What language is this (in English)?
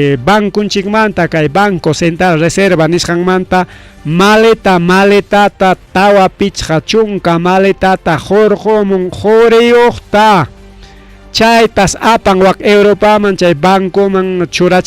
Ayacucho Quechua